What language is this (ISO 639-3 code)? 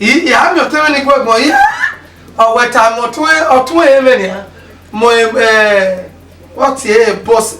bin